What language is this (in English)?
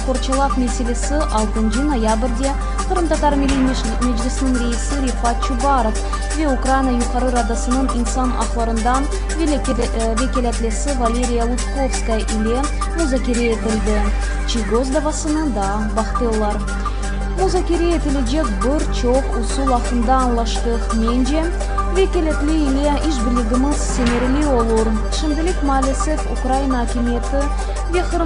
Crimean Tatar